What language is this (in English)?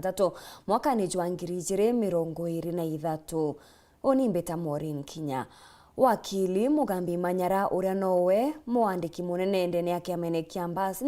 Meru